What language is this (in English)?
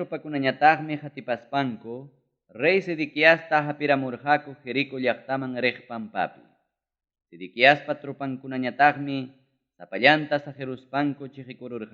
Ayacucho Quechua